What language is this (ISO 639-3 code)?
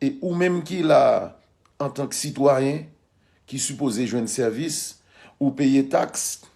hat